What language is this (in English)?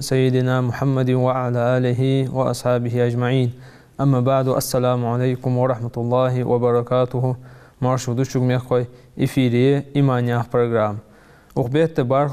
Ingush